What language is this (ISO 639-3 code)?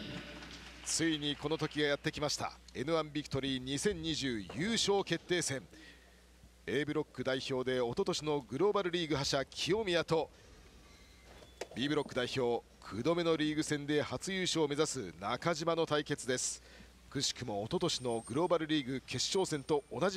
jpn